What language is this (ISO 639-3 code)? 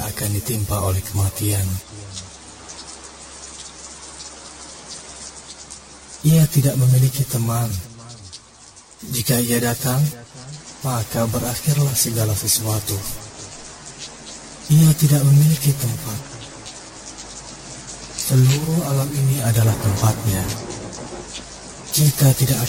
ind